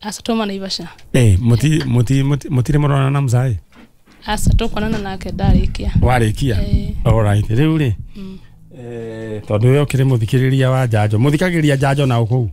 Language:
Kikuyu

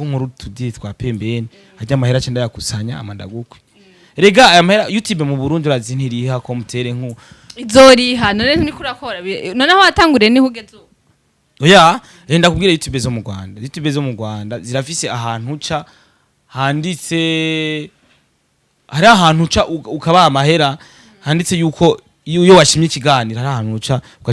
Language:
Rundi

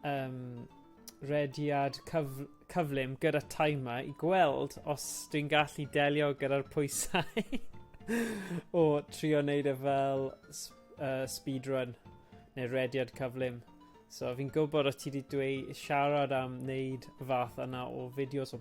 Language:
Welsh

